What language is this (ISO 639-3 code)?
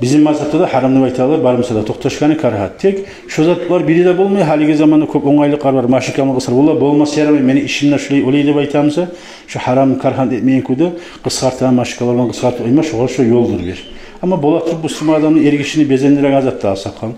kum